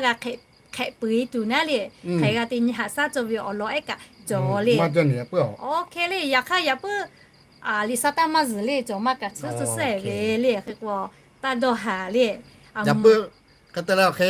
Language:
Lahu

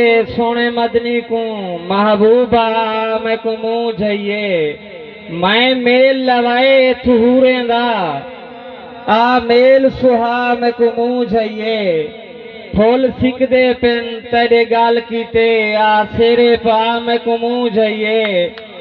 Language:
Saraiki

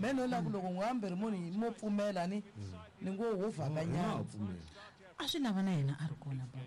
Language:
Tsonga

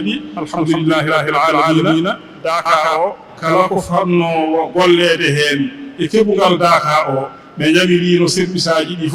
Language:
Fula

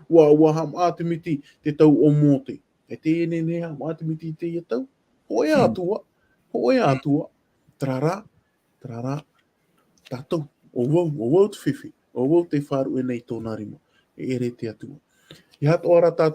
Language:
Tahitian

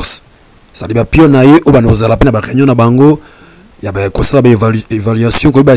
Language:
Lingala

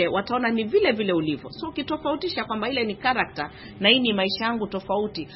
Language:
Swahili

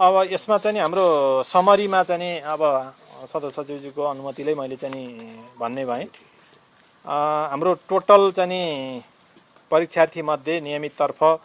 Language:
Nepali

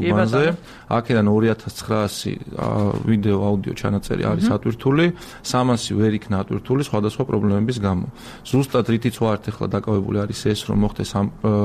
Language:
Georgian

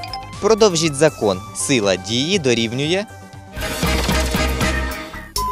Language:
Ukrainian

